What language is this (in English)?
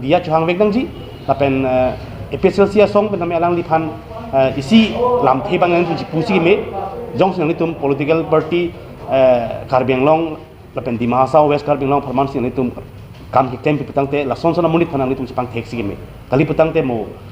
Karbi